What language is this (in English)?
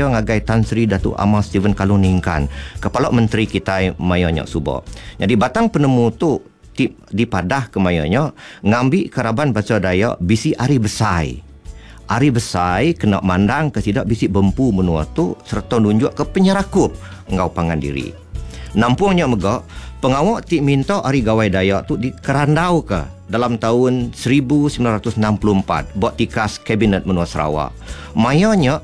Iban